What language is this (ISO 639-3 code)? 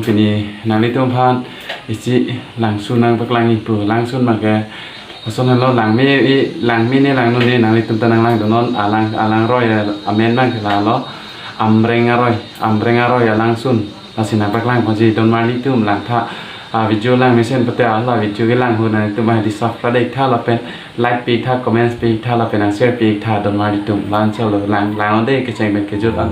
mjw